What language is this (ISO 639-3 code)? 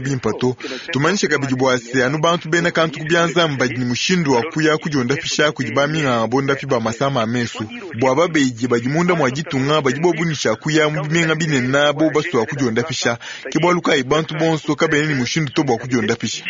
lua